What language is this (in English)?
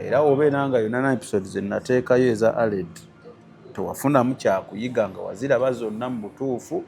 Ganda